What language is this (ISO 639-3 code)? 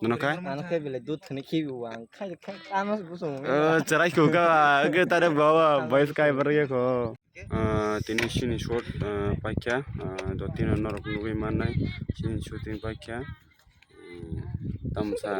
trp